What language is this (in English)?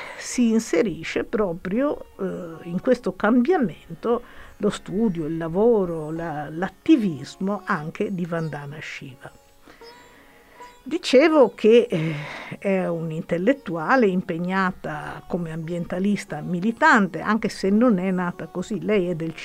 Italian